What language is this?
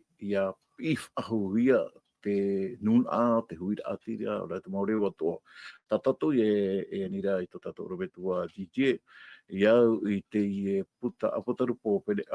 Tahitian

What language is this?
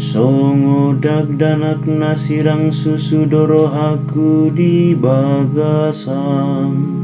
Batak Toba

